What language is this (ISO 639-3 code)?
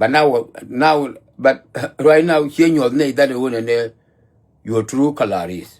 nus